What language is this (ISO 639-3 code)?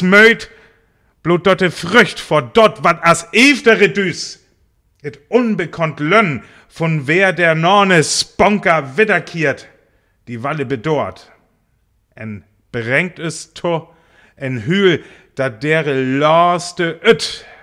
frr